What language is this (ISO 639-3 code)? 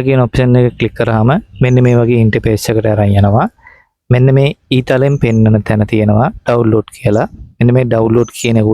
sin